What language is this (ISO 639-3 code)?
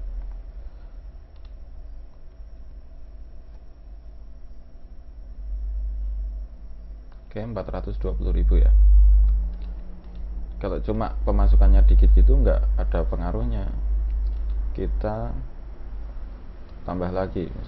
ind